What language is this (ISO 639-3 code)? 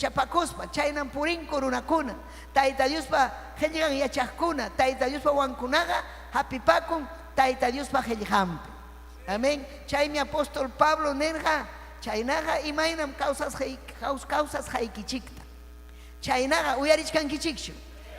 quy